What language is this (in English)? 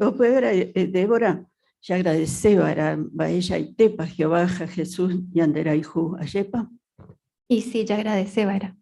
Guarani